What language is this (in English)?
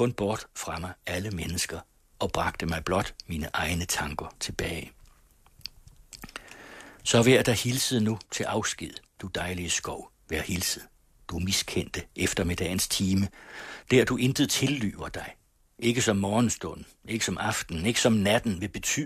Danish